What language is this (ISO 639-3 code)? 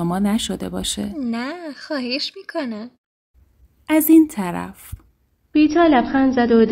fas